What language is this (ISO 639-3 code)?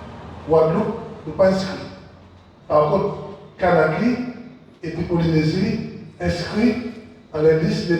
gcf